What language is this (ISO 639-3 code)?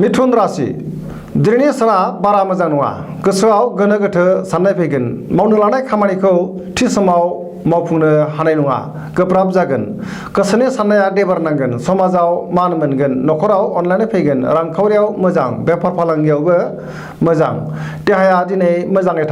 brx